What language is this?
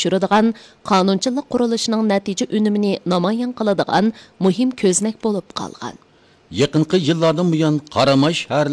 Uyghur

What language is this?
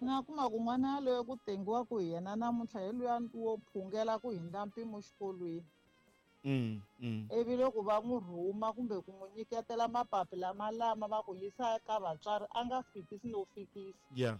Tsonga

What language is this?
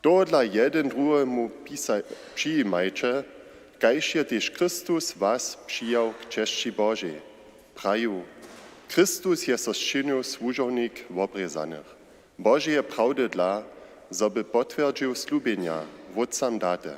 Upper Sorbian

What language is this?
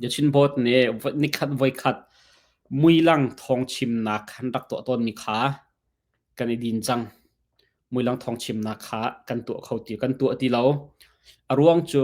Hakha Chin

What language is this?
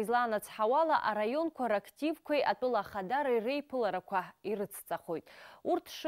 Abkhazian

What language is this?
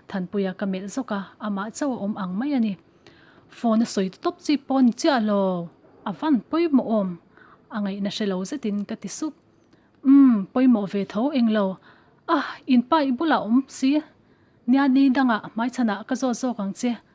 Mizo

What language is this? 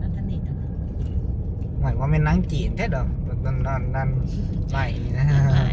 Lao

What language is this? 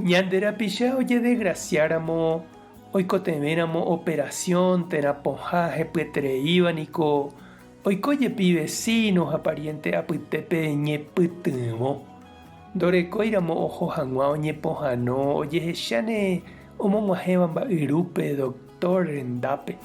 Guarani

